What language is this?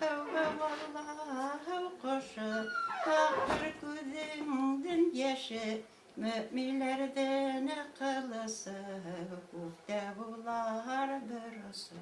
Bashkir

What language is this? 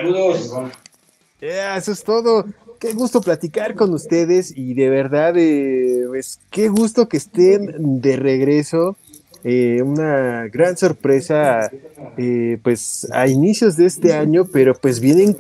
Spanish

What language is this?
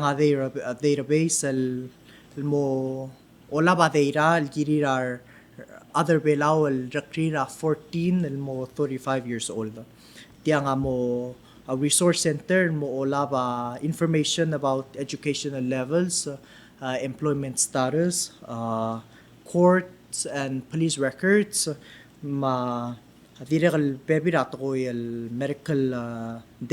Palauan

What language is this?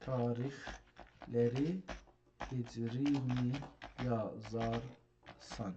South Azerbaijani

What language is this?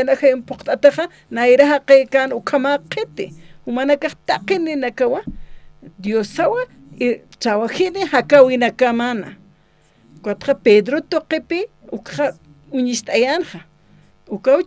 Aymara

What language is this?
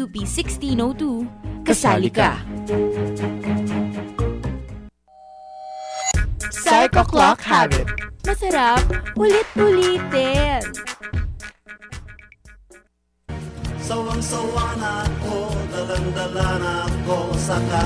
Filipino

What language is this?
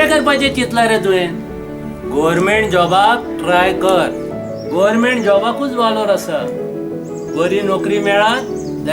Konkani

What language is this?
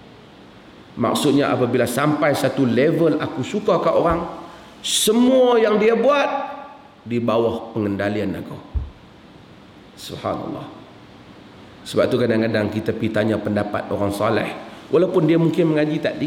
Malay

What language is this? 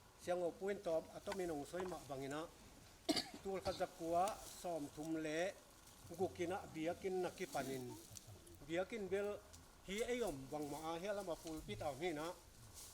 Tedim Chin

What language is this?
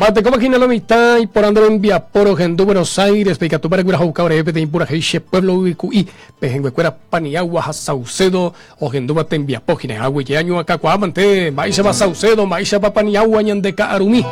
Guarani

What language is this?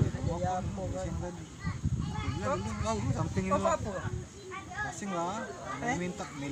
Musi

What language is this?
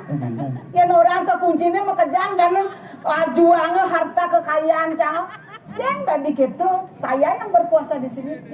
Balinese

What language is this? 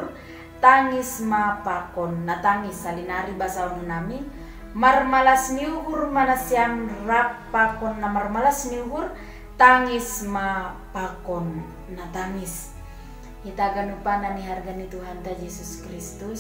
Batak Simalungun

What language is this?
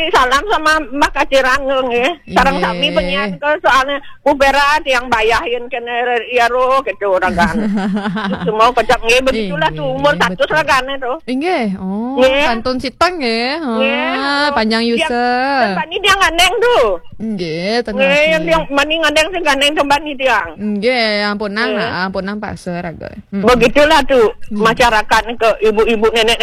Balinese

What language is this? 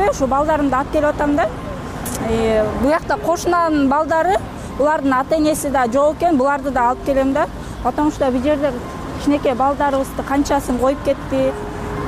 Kyrgyz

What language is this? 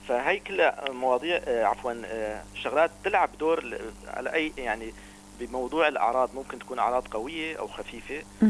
North Levantine Arabic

